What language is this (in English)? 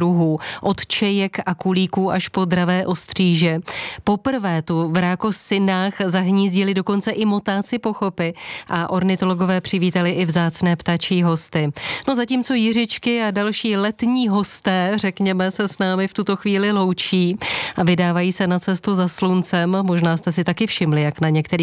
Czech